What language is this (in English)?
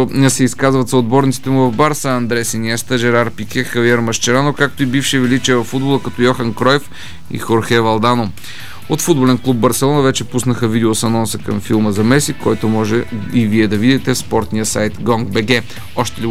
Bulgarian